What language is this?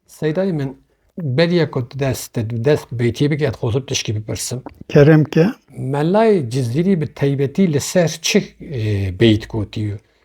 Kurdish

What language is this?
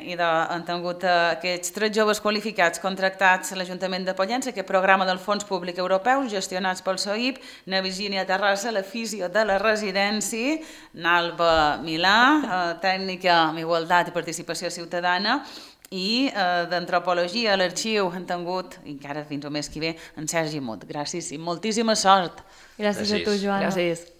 Catalan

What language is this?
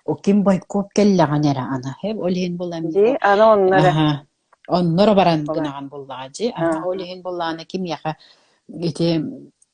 Yakut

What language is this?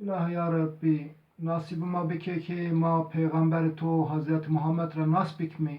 Zaza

